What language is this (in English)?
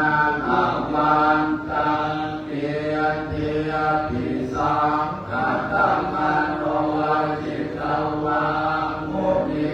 Pali